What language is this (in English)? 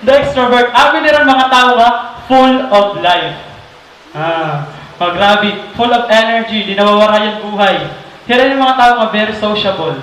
Waray